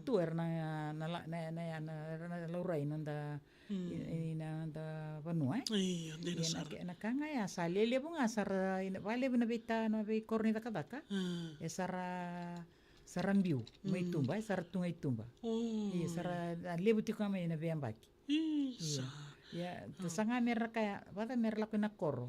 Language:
Fijian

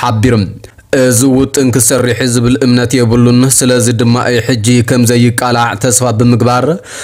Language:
Tigrinya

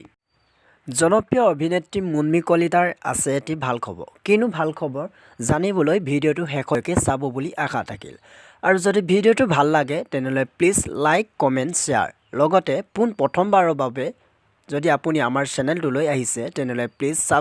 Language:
Assamese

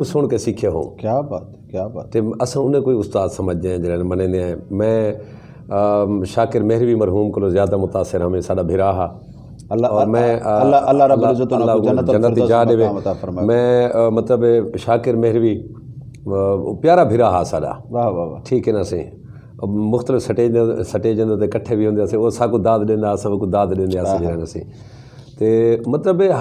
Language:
Saraiki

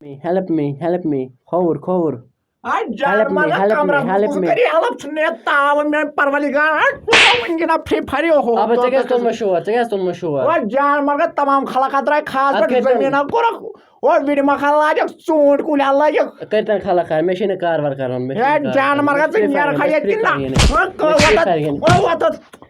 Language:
Kashmiri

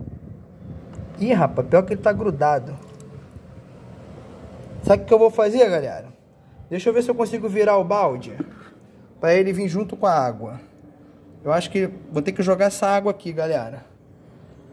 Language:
Portuguese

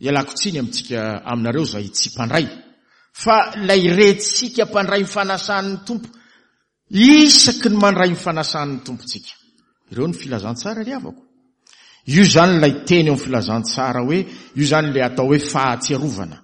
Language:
Malagasy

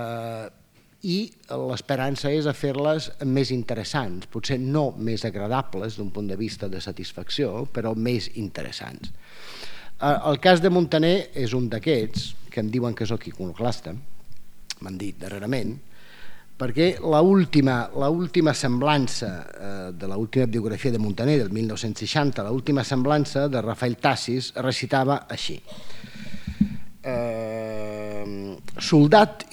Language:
Catalan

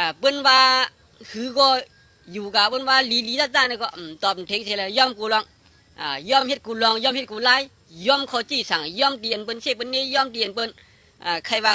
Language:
Shan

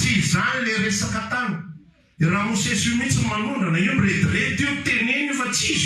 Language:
Malagasy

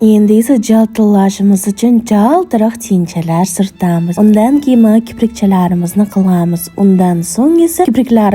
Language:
Uzbek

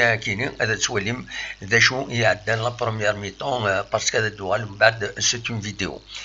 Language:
Kabyle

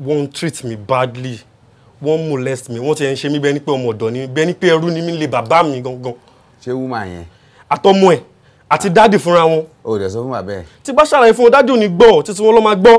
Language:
Yoruba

